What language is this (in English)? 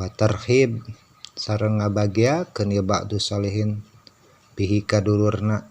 Sundanese